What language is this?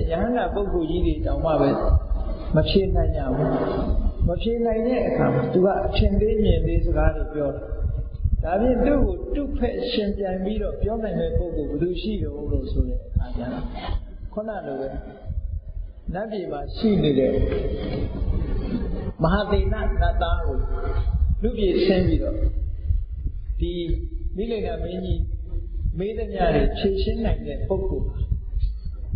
Burmese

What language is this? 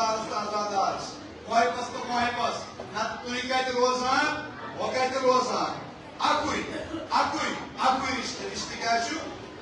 Kashmiri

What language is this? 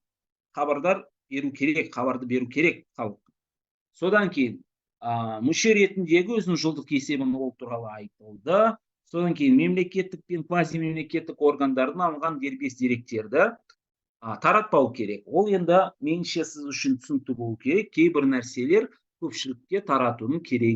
Kazakh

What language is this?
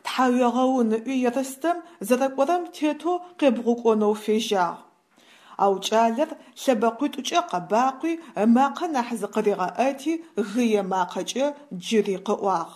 Adyghe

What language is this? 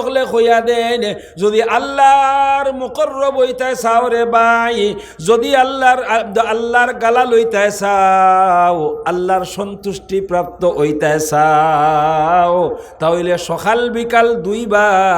Sylheti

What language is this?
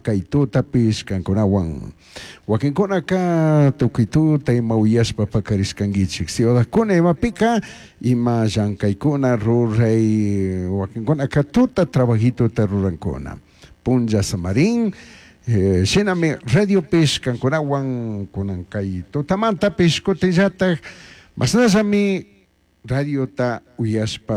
Chimborazo Highland Quichua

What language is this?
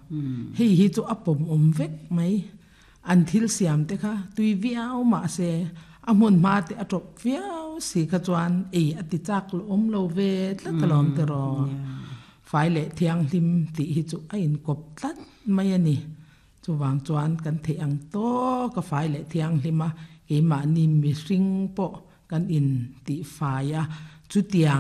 Mizo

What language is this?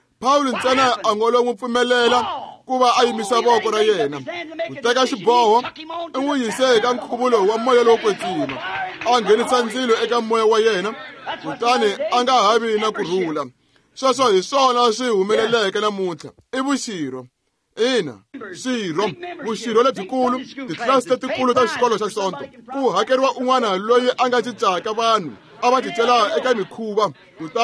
Tsonga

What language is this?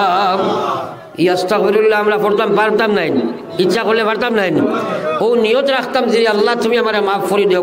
Sylheti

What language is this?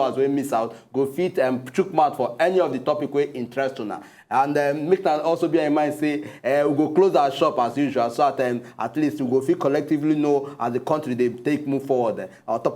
Nigerian Pidgin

